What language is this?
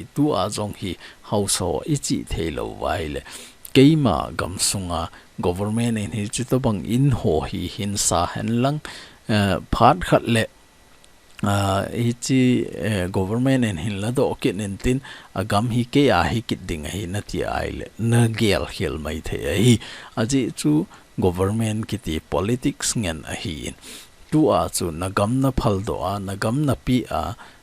Thado Chin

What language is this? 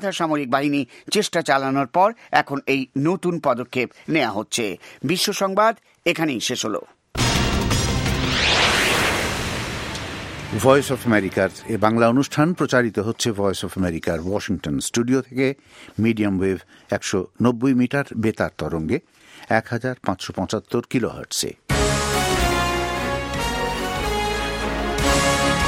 Bangla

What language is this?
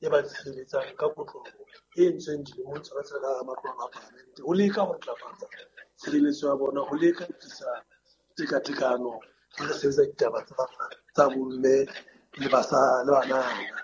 Southern Sotho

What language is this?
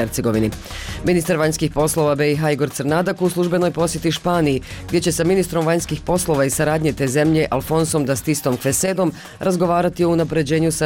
Bosnian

